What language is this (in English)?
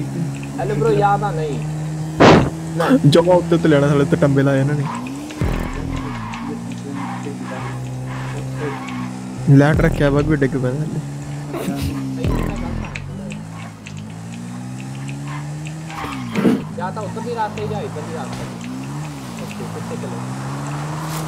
Punjabi